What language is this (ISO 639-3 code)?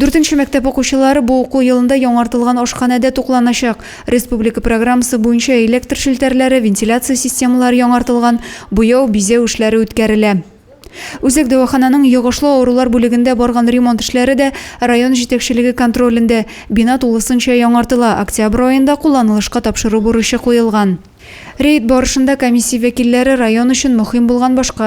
tat